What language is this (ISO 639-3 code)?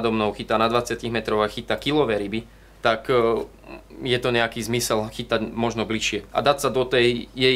slk